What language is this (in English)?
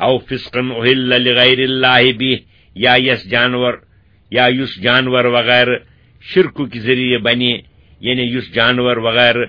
Kashmiri